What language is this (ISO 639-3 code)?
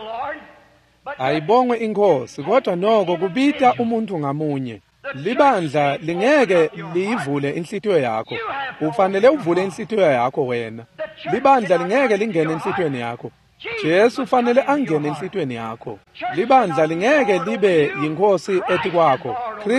ssw